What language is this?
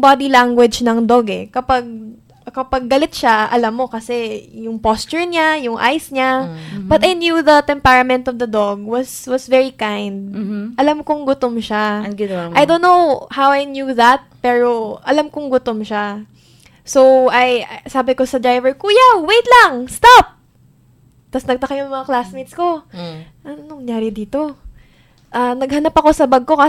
Filipino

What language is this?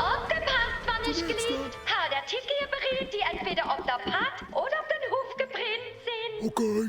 Luxembourgish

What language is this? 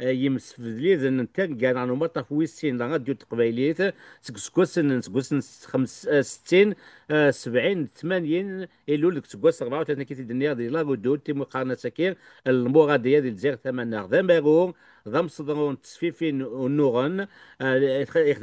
Kabyle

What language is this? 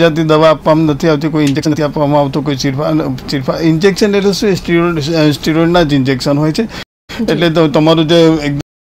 Gujarati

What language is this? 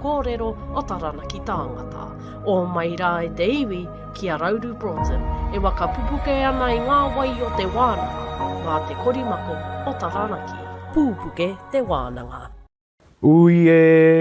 Māori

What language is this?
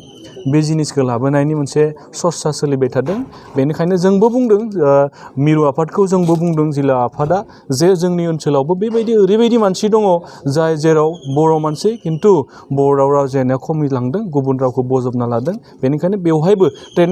Bodo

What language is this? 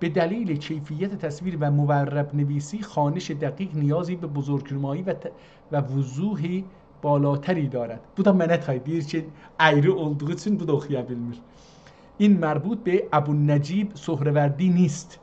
South Azerbaijani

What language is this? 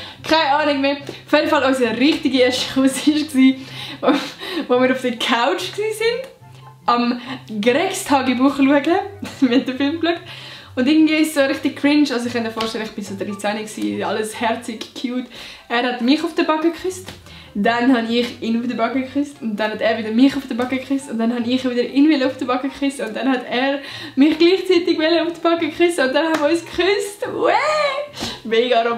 Swiss German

